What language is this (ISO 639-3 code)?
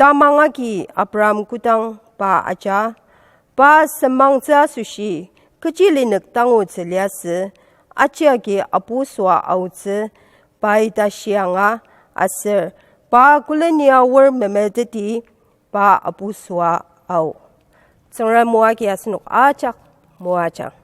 njo